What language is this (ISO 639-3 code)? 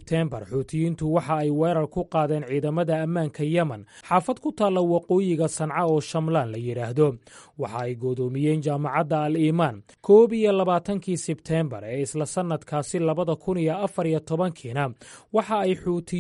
som